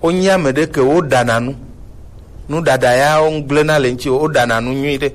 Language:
Gen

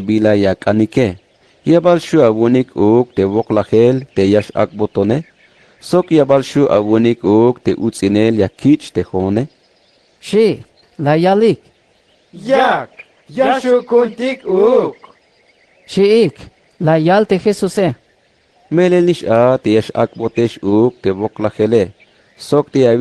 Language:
Tzeltal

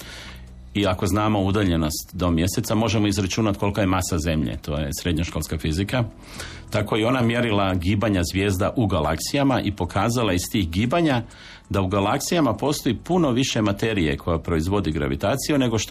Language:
Croatian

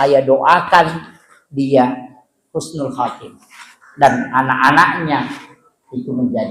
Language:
Buginese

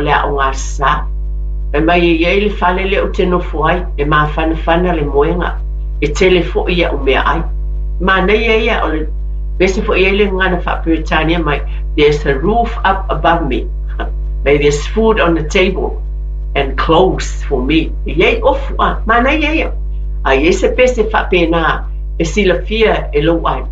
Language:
Samoan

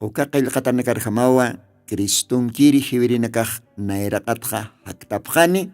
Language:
Aymara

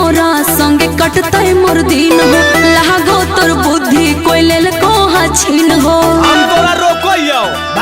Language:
Magahi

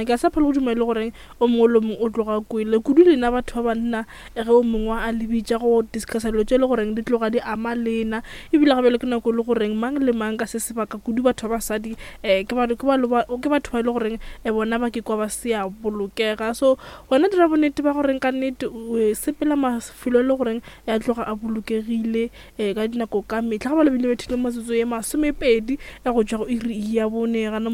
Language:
Northern Sotho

